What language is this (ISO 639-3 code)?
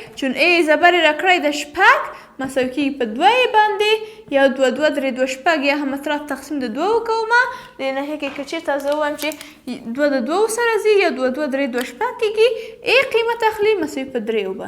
pus